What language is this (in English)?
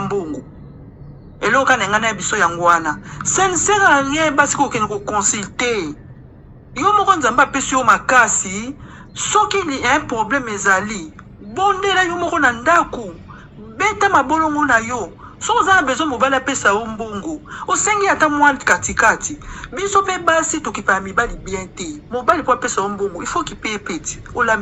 Lingala